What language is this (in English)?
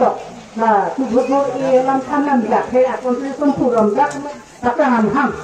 Karbi